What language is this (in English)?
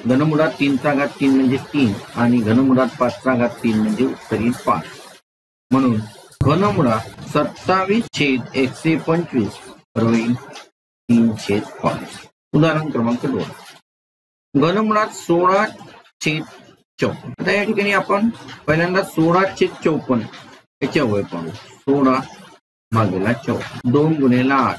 Marathi